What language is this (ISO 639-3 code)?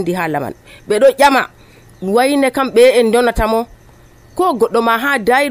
fuv